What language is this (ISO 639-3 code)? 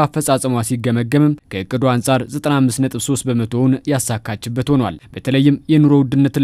amh